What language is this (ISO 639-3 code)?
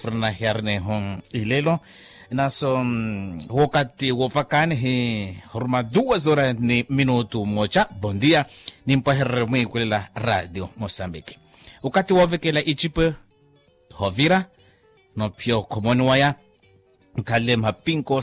vmw